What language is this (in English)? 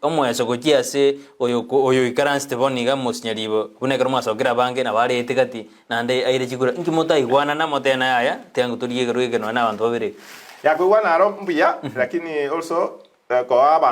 Gusii